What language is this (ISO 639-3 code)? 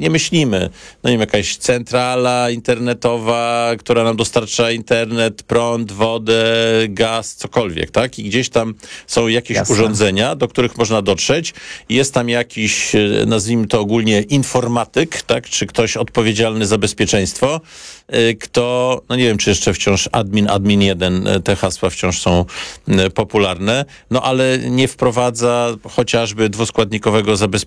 pol